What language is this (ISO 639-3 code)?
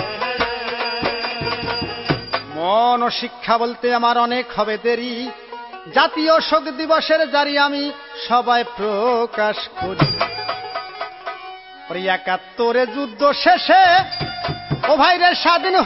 ben